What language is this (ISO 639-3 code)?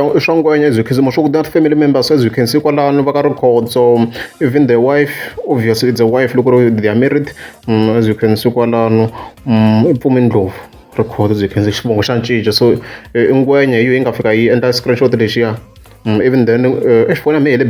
tso